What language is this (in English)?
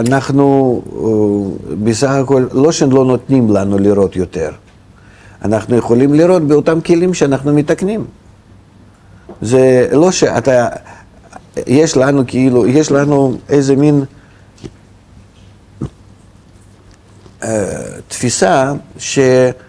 Hebrew